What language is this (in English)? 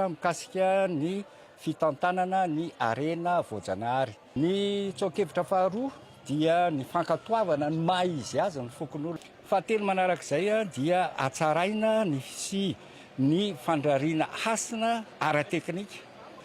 Malagasy